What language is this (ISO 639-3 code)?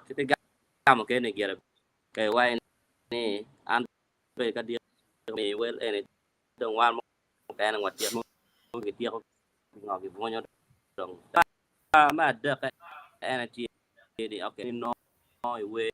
ach